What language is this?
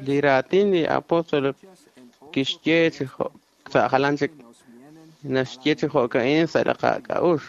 Kekchí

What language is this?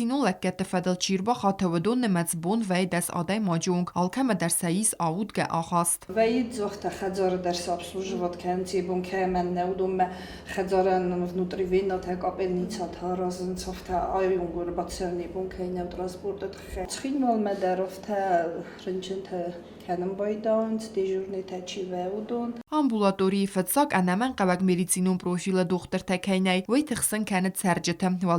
Ossetic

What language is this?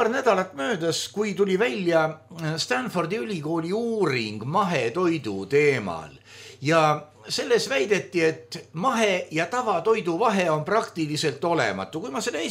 Estonian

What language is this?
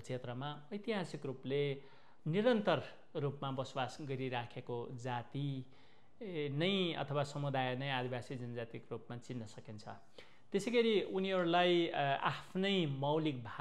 Nepali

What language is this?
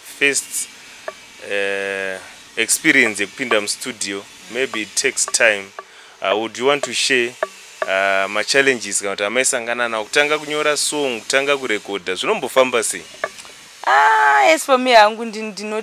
Shona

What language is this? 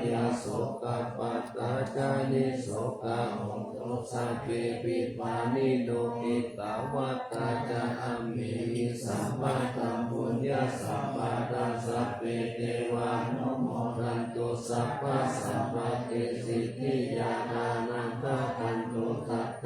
Pali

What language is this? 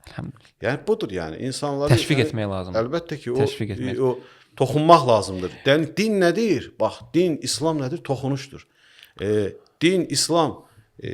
Azerbaijani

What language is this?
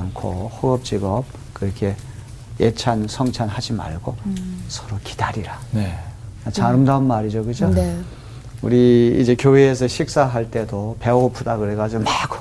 Korean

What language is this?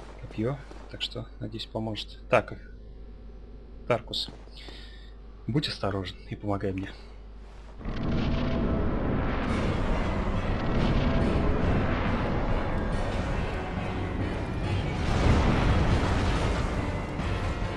Russian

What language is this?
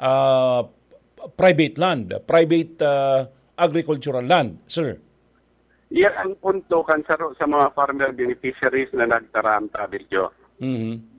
Bikol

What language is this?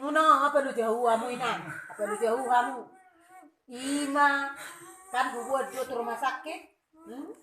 Batak Toba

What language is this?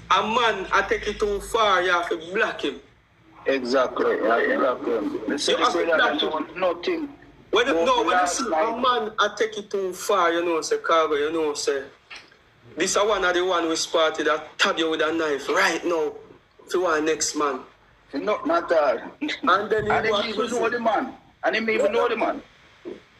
Jamaican Creole English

